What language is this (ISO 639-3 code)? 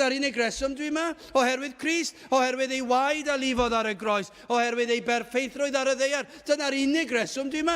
cym